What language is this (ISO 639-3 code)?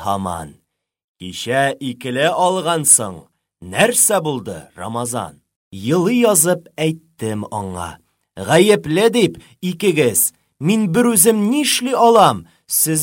tat